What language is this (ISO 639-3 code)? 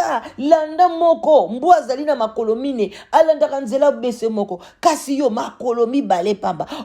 lin